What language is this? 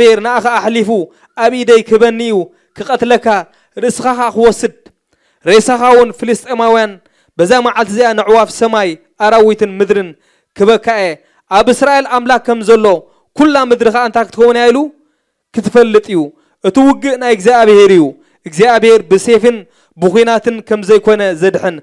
Tigrinya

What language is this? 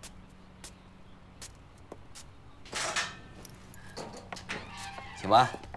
Chinese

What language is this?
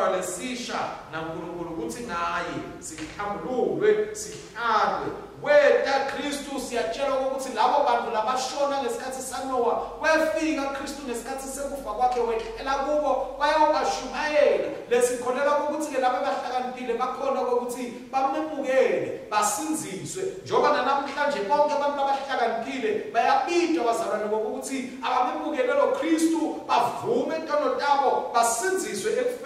Swati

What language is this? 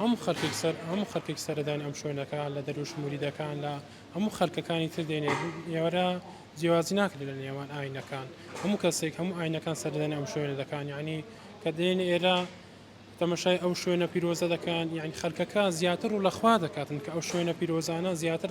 Central Kurdish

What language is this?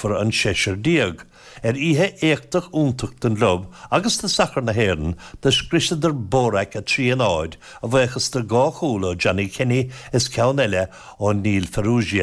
Irish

